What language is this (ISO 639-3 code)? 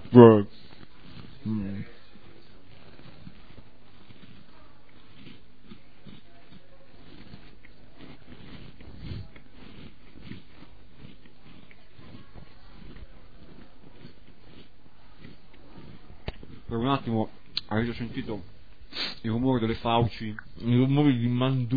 ita